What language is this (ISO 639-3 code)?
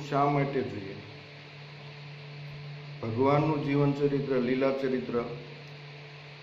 guj